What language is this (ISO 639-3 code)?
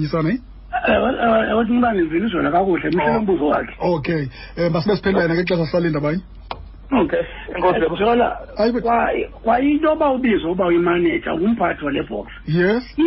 xho